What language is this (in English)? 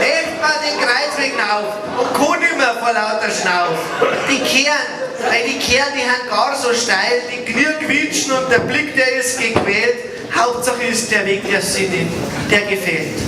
Bavarian